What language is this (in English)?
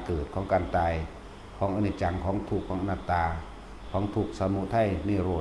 Lao